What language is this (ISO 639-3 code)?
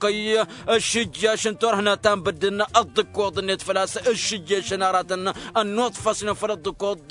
taq